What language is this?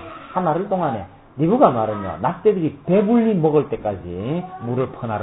Korean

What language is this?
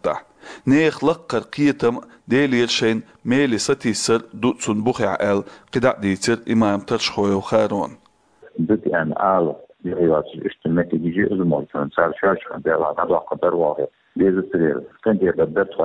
Chechen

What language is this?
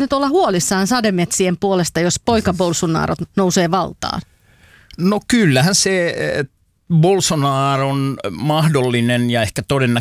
Finnish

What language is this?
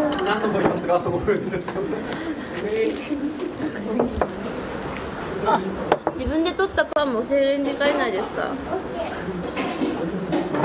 Japanese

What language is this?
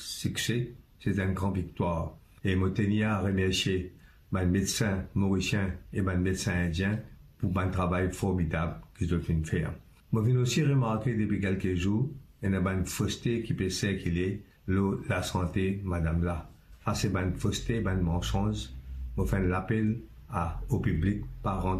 Morisyen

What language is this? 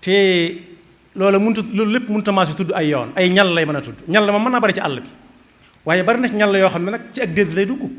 Wolof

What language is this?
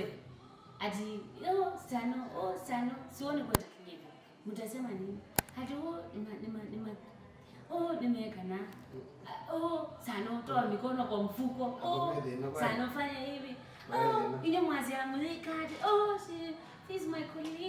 Kamba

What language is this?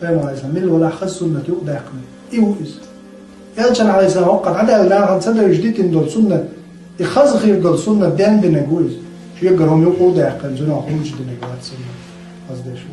Chechen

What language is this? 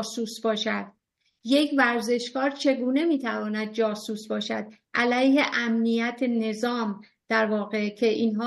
Persian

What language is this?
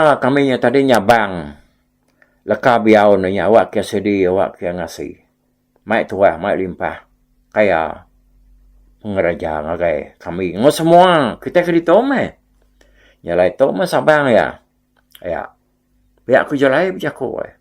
Iban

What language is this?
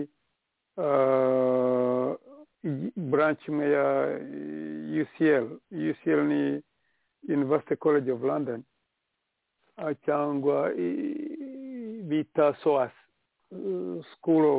Kinyarwanda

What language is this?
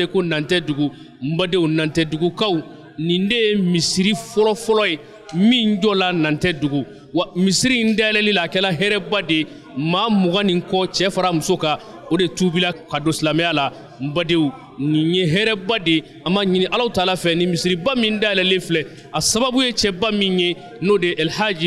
Bambara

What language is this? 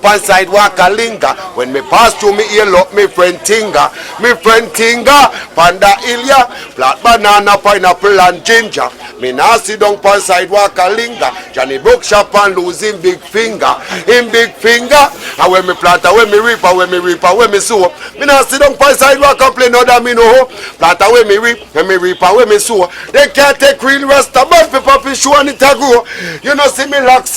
Jamaican Creole English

